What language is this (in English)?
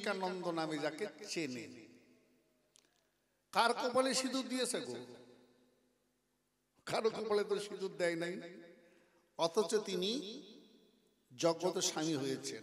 Bangla